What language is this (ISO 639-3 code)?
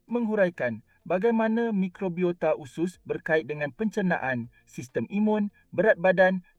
msa